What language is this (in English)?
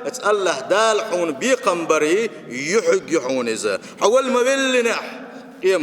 Chechen